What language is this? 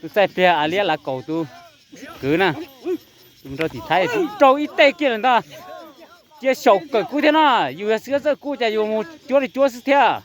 Hmong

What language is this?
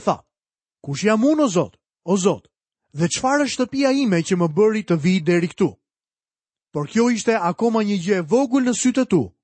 Albanian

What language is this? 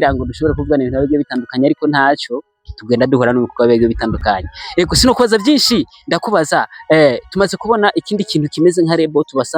Rundi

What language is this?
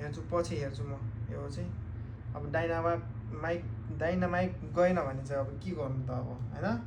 Nepali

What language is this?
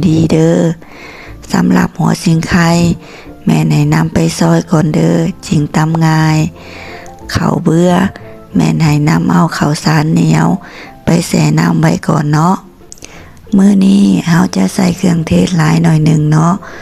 Lao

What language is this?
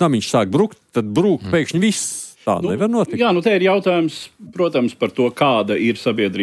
Latvian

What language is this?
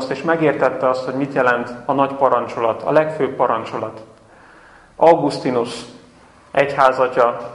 Hungarian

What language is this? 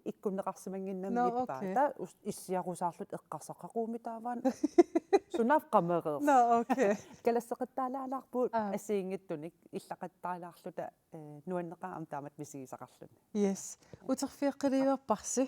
Kalaallisut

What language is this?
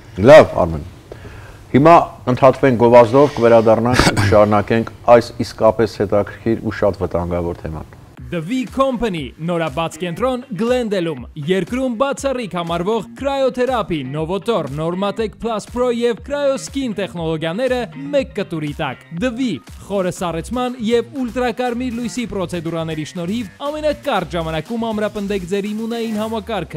Armenian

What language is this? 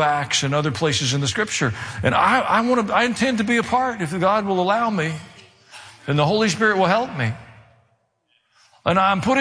English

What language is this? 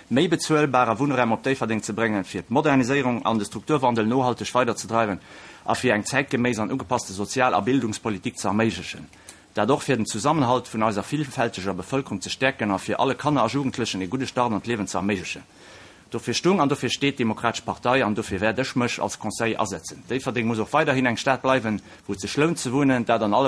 Luxembourgish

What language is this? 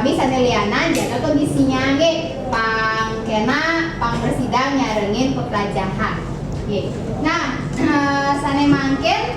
Balinese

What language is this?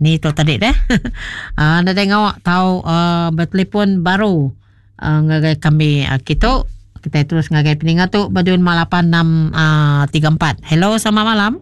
Iban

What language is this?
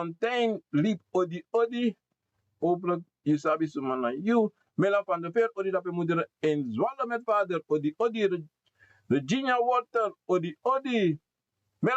Sranan Tongo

